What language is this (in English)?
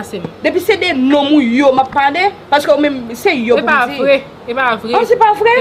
Haitian Creole